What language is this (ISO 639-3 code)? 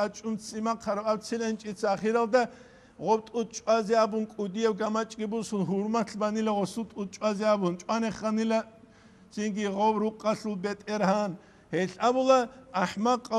ava